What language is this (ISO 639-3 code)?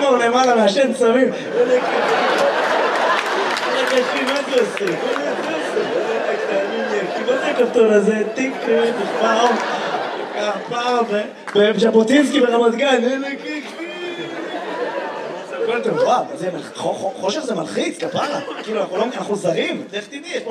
heb